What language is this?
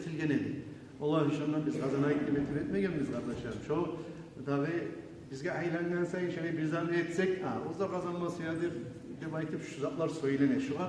Kumyk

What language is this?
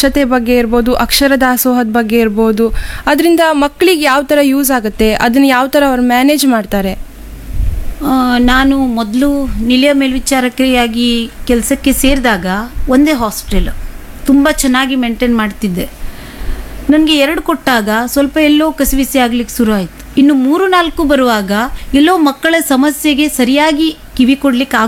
Kannada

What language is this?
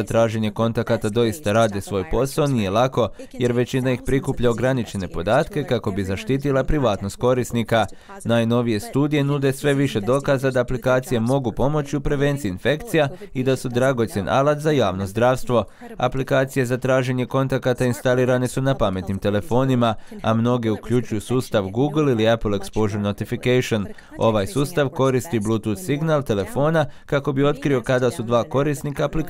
Croatian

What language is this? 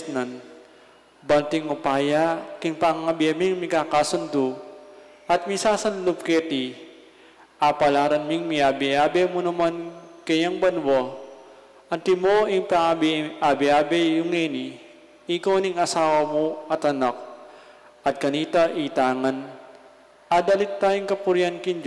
Pampanga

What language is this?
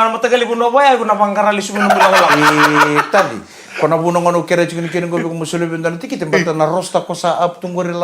Fijian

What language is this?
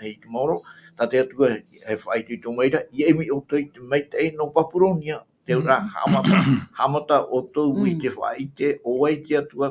Tahitian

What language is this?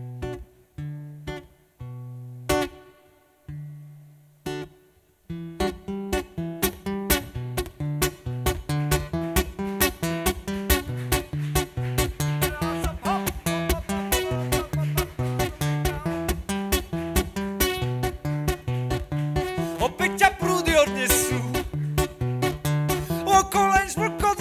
Slovak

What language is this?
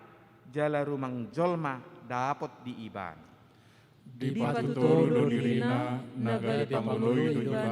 Batak Toba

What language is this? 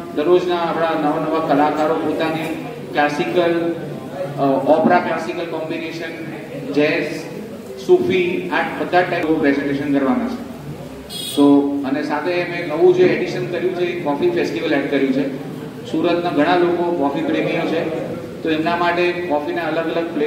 Gujarati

